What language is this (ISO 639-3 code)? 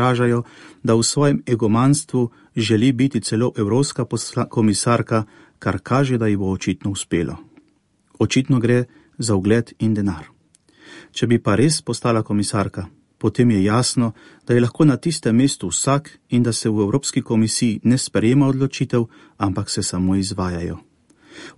slv